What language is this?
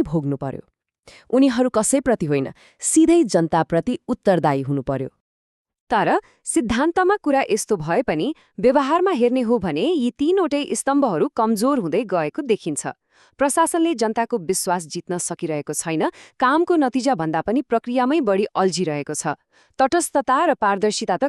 Nepali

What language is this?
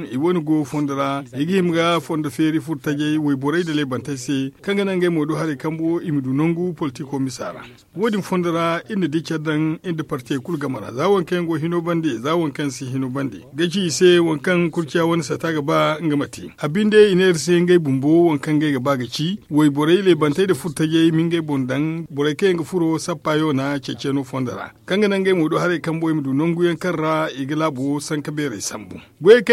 Zarma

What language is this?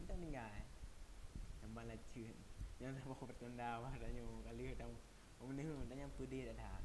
Achinese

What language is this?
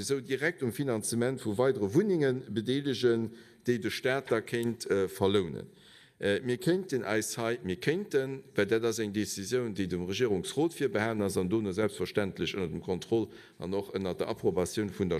Luxembourgish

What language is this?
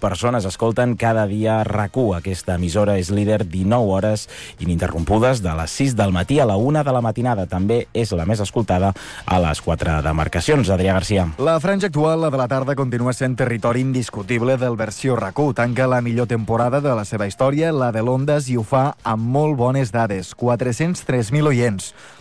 Catalan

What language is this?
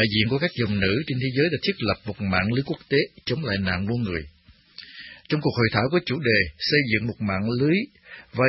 Vietnamese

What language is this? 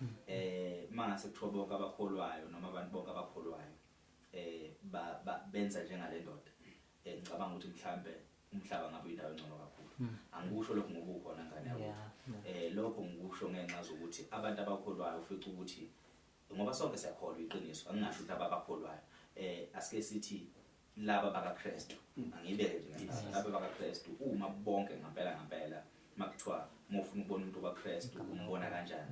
Zulu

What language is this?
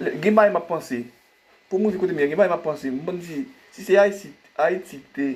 Haitian Creole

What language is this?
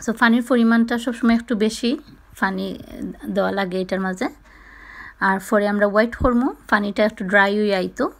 Sylheti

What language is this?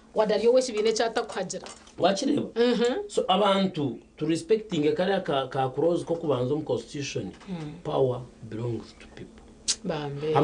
Nyankole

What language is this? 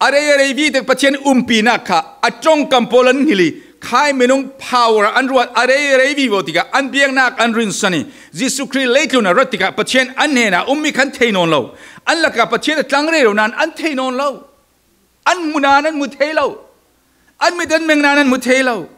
Falam Chin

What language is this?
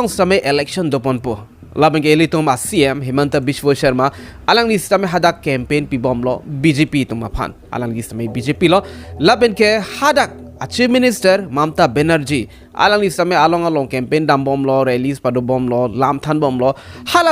Karbi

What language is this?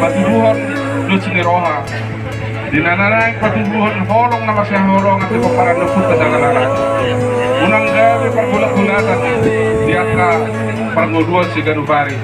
Batak Toba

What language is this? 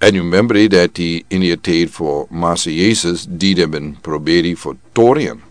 Sranan Tongo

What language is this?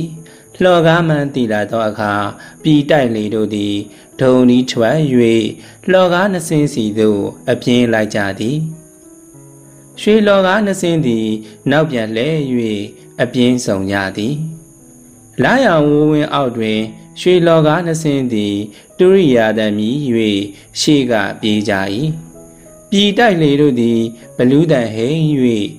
Burmese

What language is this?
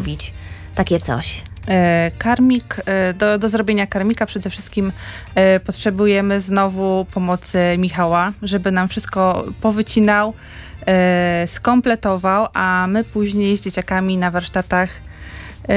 Polish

